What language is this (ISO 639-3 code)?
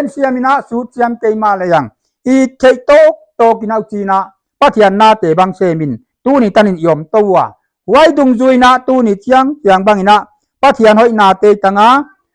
pck